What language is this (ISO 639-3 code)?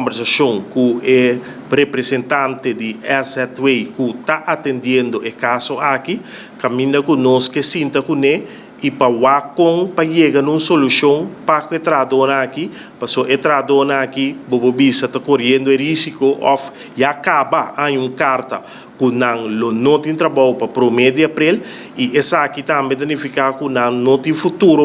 pap